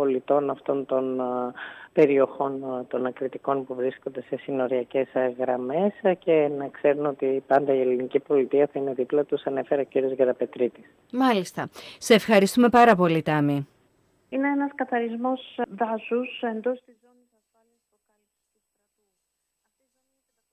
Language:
Greek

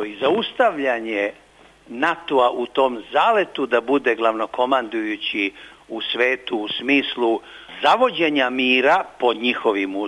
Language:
Serbian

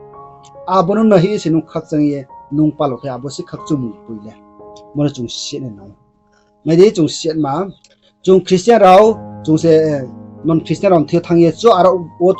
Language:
Riang (India)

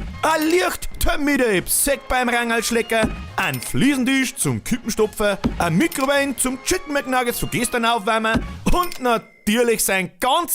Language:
Bavarian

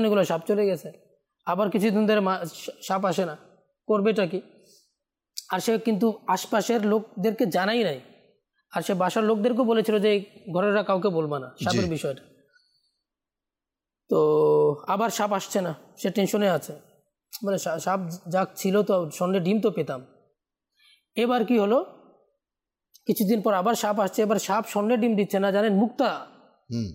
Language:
Bangla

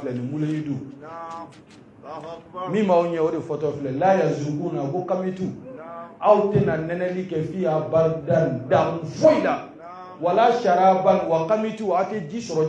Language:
Bambara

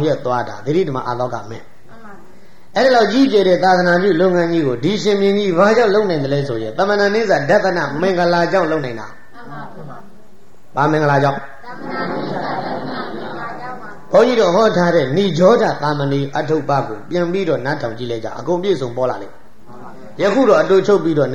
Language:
Burmese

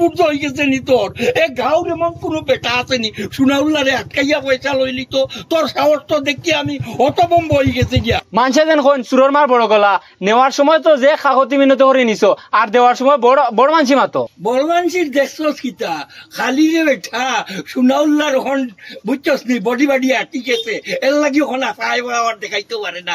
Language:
Sylheti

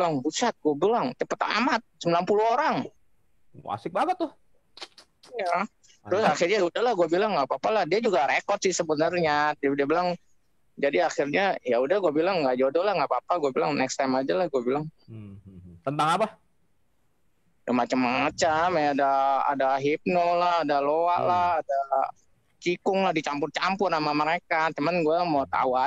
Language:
Indonesian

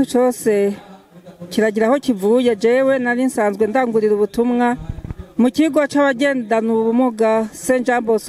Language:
Rundi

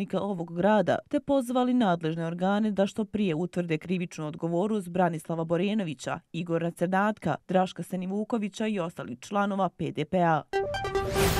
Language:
Bosnian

